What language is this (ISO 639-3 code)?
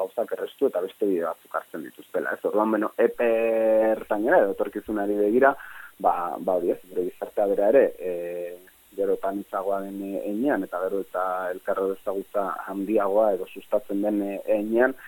eus